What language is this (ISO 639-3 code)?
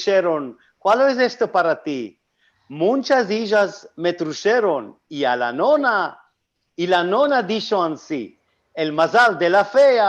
lad